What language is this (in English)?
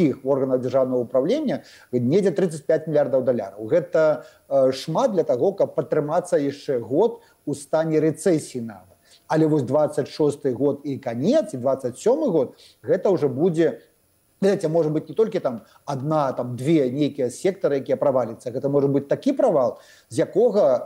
Belarusian